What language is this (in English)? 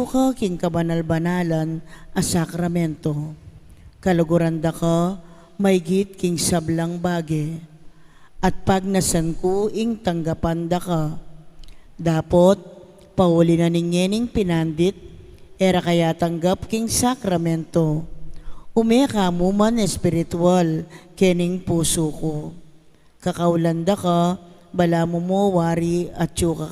Pampanga